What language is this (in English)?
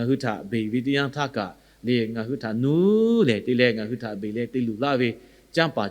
Lahu